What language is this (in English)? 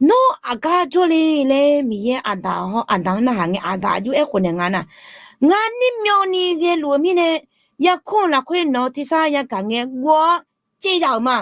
Akha